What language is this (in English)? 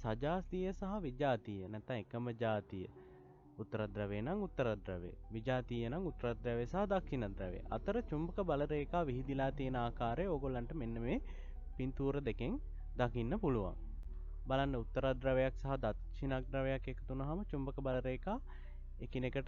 Sinhala